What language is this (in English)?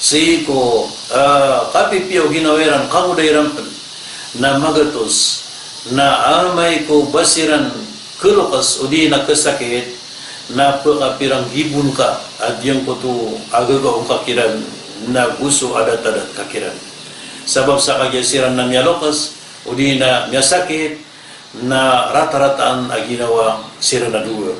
Maranao